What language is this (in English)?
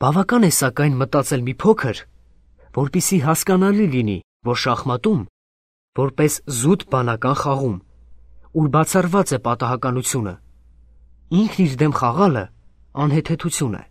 Armenian